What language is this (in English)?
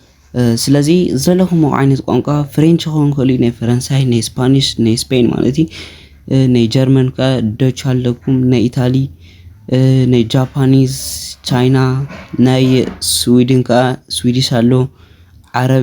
Tigrinya